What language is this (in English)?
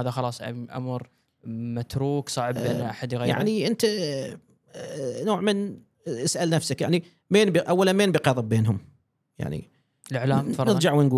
Gulf Arabic